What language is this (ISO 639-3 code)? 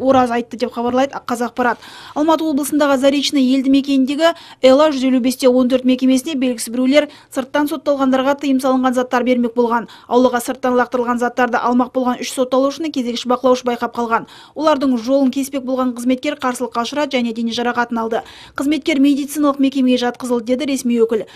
kaz